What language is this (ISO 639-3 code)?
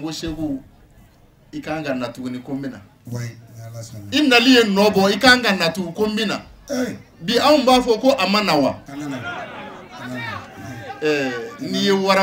bam